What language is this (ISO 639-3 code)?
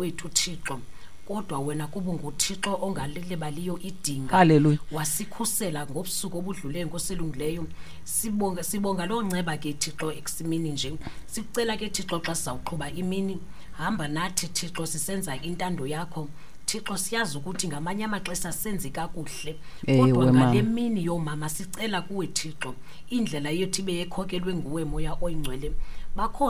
xho